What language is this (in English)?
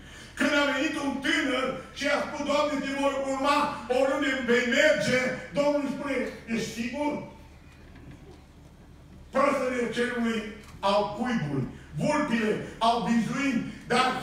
Romanian